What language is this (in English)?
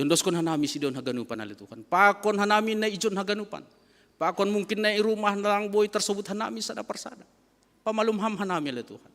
Batak Simalungun